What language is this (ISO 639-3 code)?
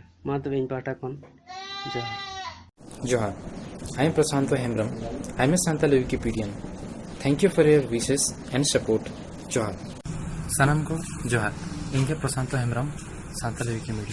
sat